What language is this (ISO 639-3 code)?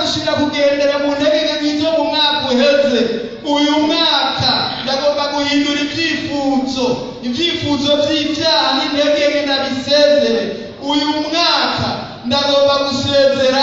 run